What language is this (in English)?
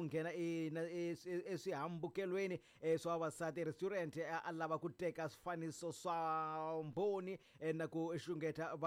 Tsonga